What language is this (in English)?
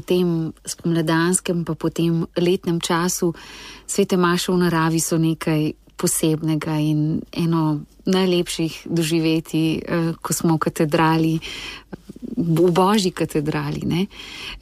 Slovenian